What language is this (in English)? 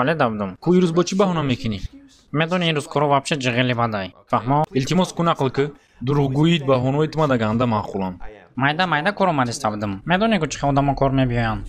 Tajik